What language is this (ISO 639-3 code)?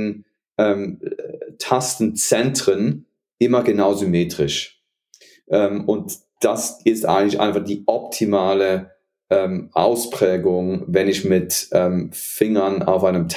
deu